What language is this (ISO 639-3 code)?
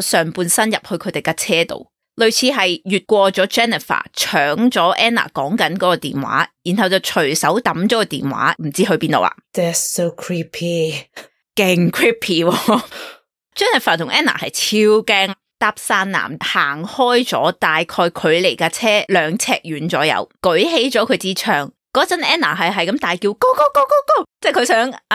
yue